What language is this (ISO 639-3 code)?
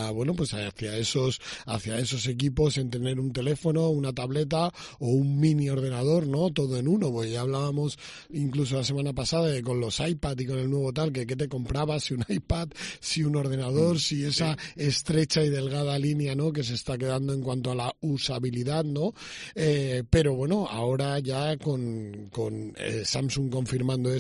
spa